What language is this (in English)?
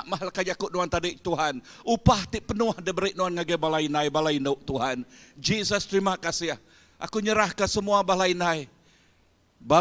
Iban